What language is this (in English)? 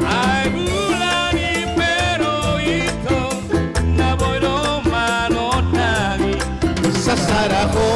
Batak Toba